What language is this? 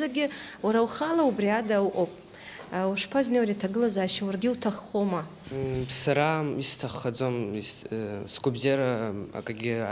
Abkhazian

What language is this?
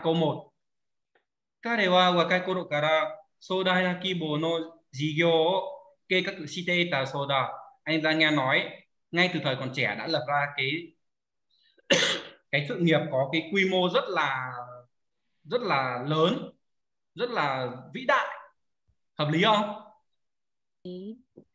Vietnamese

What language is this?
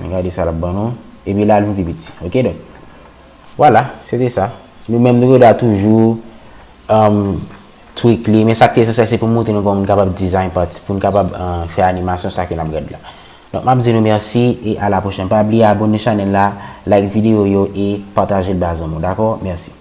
Haitian Creole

